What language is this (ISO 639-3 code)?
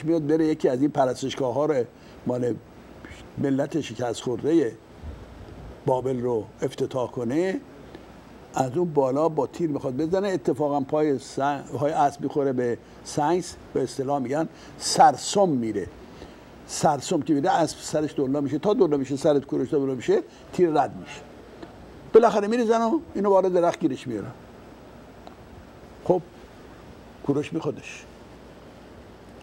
fas